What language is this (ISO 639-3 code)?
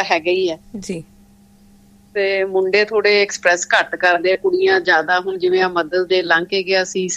pan